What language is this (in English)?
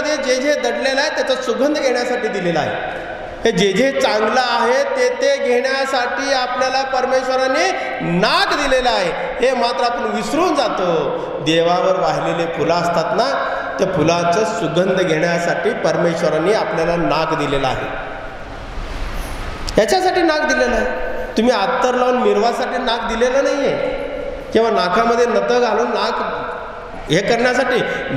Marathi